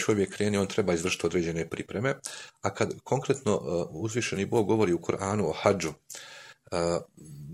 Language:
Bosnian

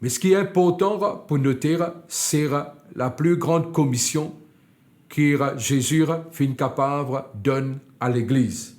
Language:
Morisyen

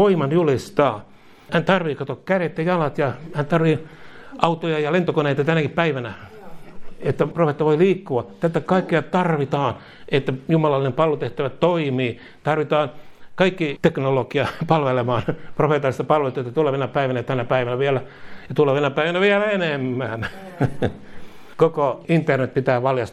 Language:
Finnish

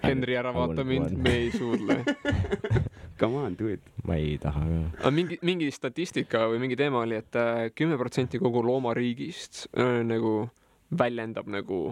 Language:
Estonian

